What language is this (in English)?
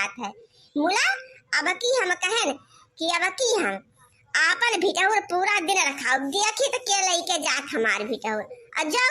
Awadhi